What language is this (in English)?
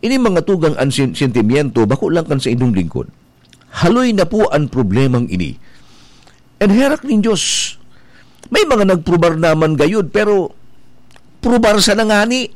Bikol